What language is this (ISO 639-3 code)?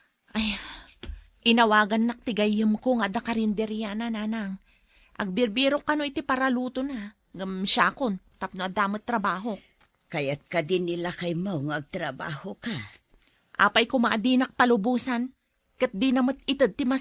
ilo